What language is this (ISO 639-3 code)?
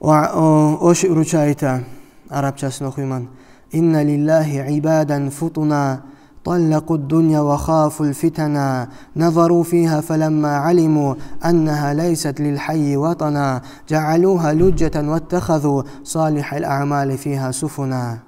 kum